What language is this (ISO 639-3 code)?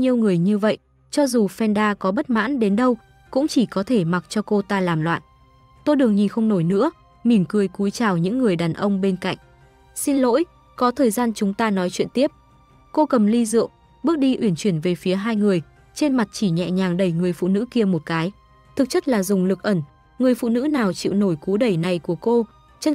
vie